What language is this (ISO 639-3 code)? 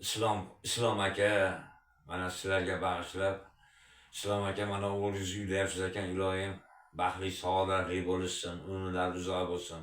uzb